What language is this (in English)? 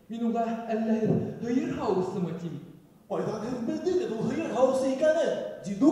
Bashkir